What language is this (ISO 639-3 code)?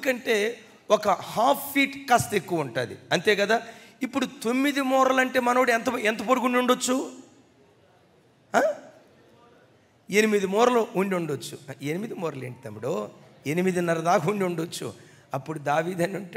tel